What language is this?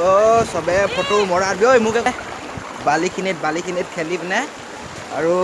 Assamese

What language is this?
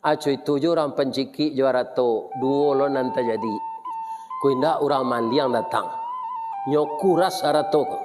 Minangkabau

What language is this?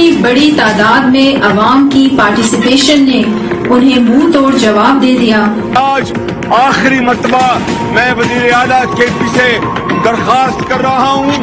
Urdu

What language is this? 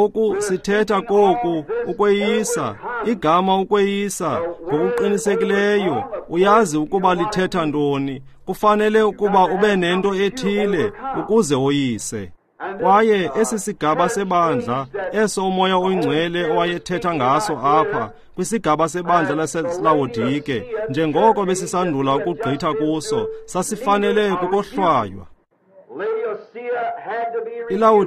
Xhosa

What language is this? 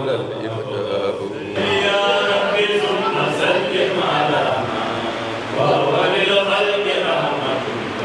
Fula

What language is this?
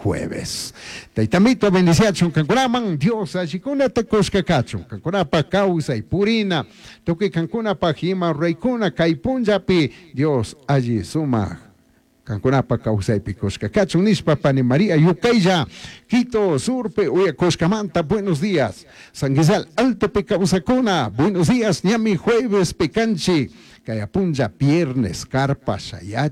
Chimborazo Highland Quichua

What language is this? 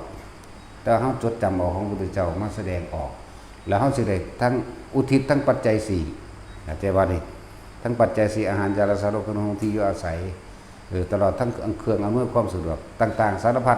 Northeastern Thai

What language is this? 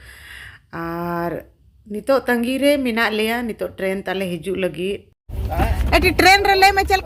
Santali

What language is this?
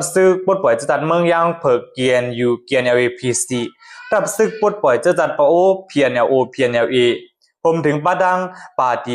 Shan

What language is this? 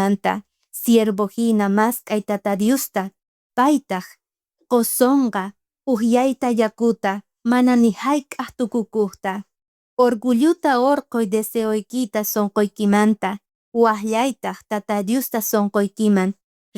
South Bolivian Quechua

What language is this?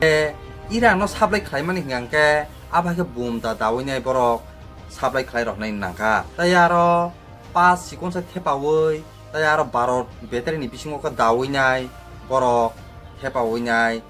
Kok Borok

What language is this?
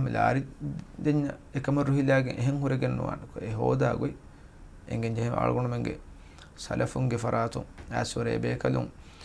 Divehi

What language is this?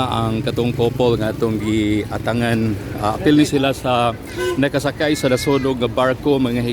Cebuano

